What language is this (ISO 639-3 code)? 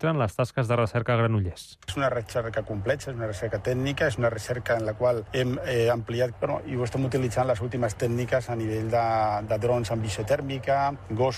cat